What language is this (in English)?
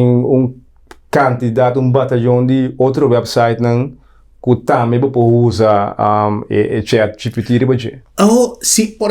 Papiamento